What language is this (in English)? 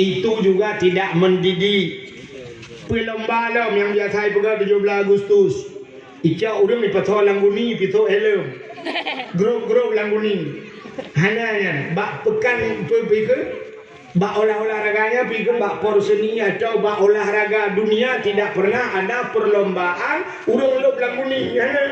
Achinese